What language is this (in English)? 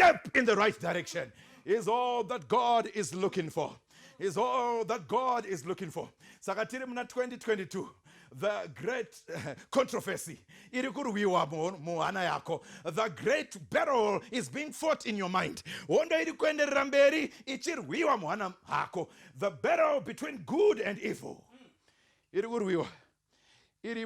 Shona